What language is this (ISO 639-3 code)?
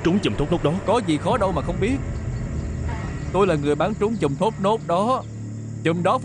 vie